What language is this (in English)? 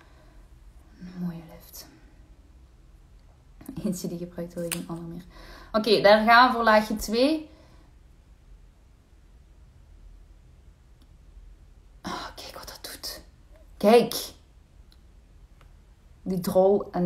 Dutch